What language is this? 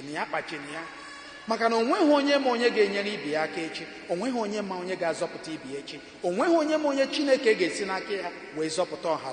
Igbo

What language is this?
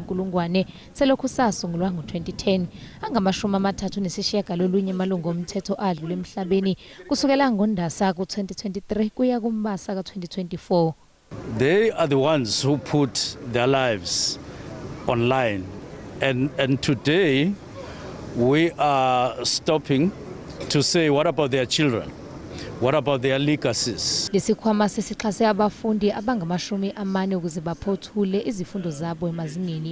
Zulu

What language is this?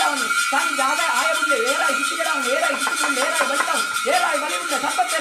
Tulu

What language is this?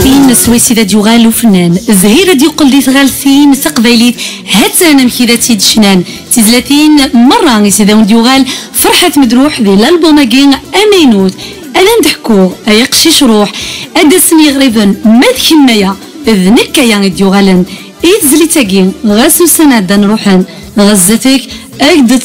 Kabyle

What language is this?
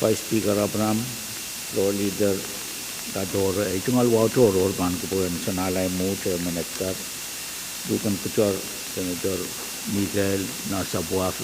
Pohnpeian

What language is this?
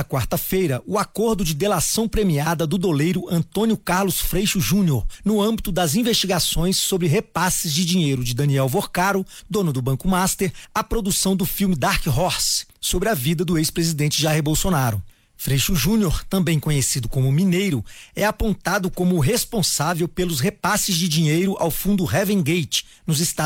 Portuguese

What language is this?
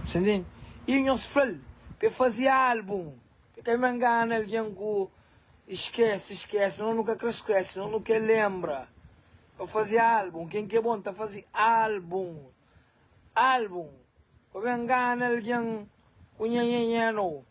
Kabuverdianu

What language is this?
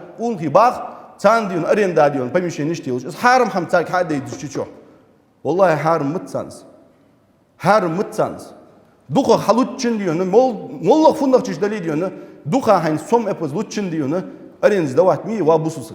Ingush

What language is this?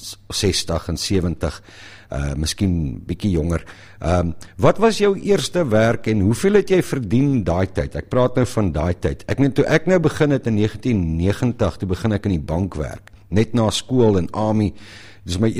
Afrikaans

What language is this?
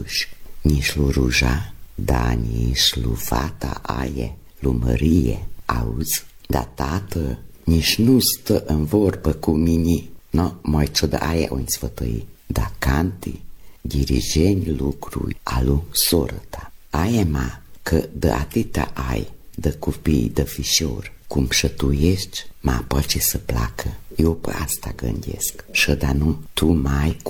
Romanian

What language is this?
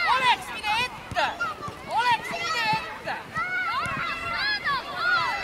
Estonian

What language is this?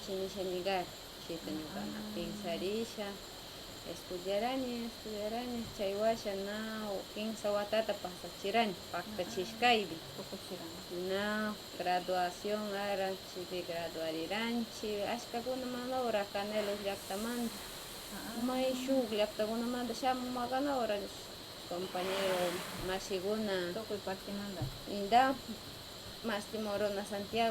Northern Pastaza Quichua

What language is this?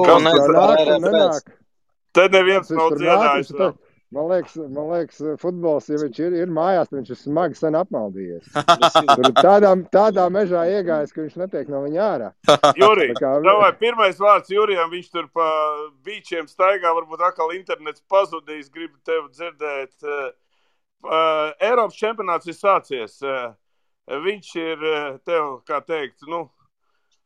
Latvian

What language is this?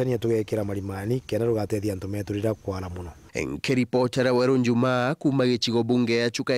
Meru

